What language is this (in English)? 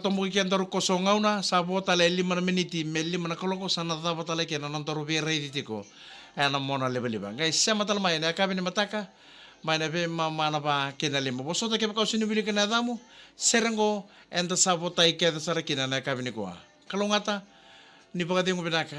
Fijian